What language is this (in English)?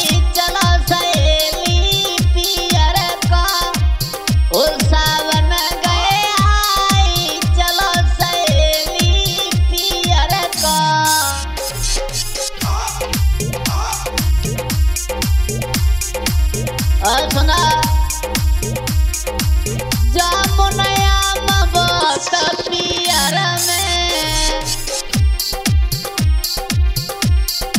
Bhojpuri